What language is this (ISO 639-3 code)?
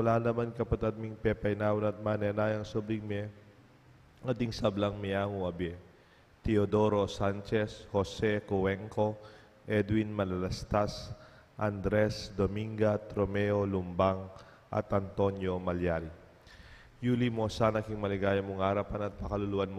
pam